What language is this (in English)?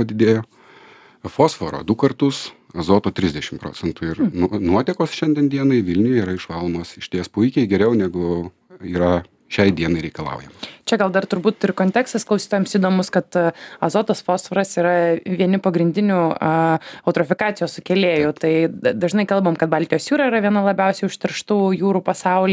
Lithuanian